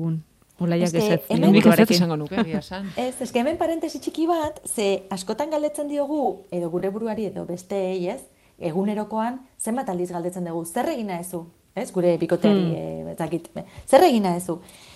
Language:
Basque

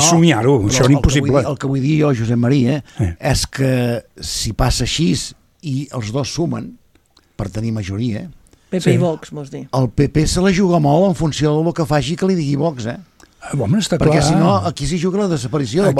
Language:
Catalan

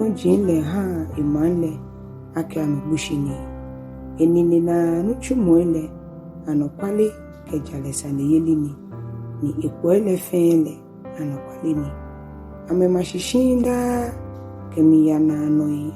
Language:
Ga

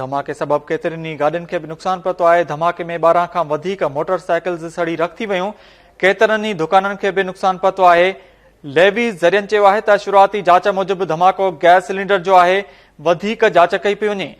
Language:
Sindhi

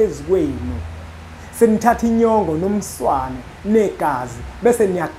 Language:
Zulu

